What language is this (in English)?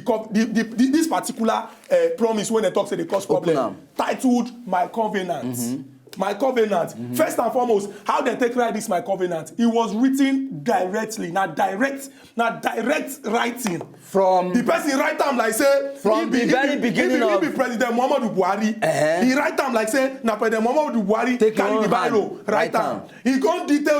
Nigerian Pidgin